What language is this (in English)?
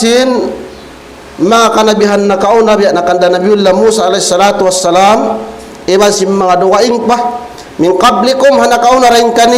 Tausug